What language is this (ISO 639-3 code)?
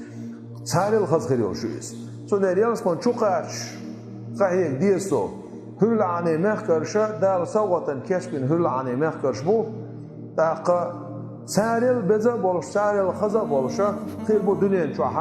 che